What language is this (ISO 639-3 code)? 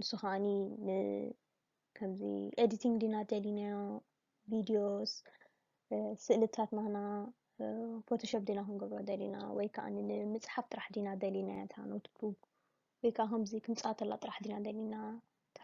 tir